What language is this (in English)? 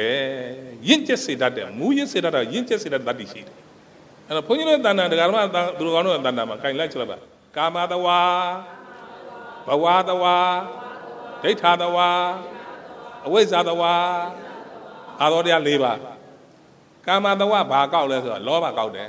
Burmese